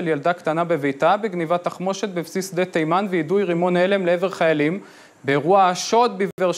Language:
Hebrew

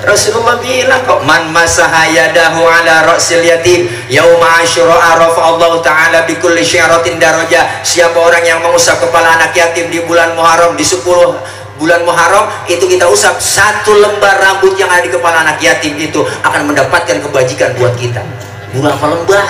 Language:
Betawi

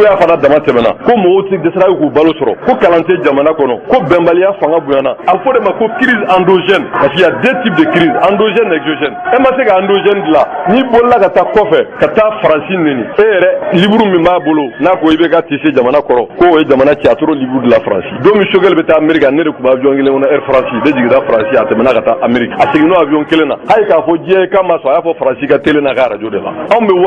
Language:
Bambara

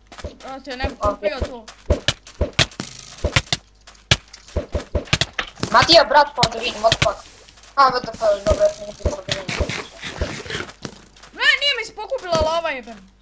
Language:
Croatian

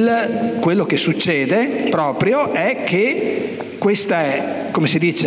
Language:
Italian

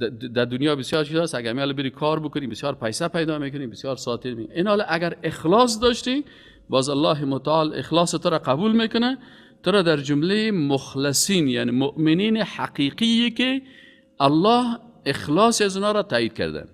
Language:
Persian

